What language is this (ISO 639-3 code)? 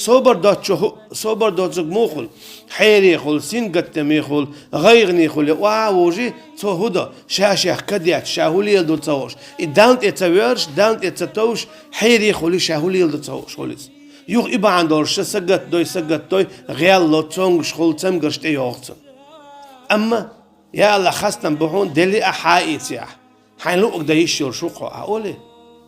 che